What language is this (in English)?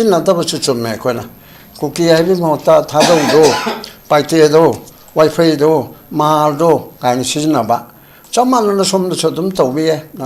Manipuri